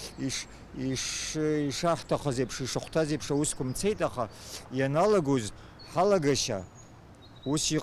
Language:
Abkhazian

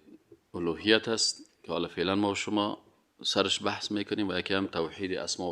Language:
Persian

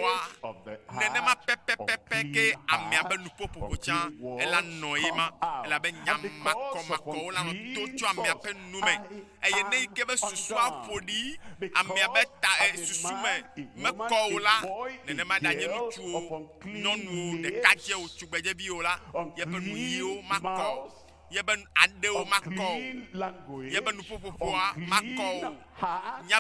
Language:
Ewe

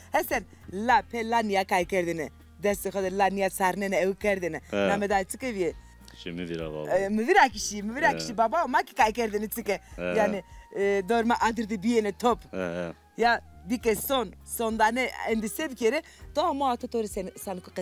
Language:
Zaza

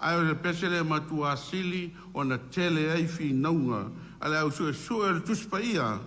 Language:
Samoan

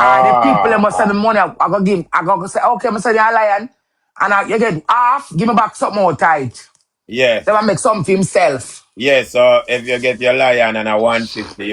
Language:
Jamaican Creole English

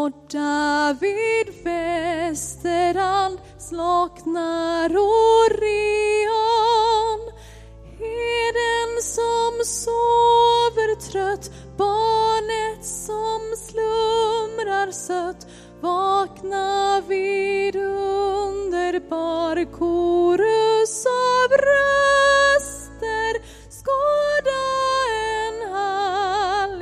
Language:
Swedish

